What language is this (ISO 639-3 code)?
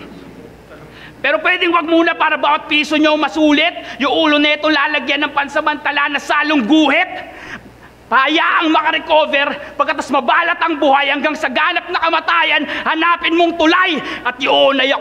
fil